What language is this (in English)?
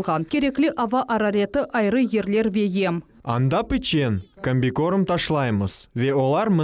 Crimean Tatar